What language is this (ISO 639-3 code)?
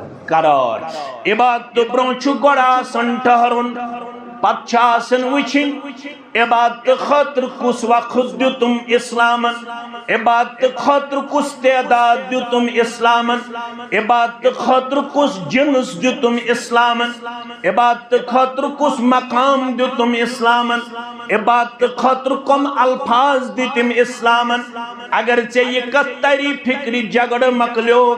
kas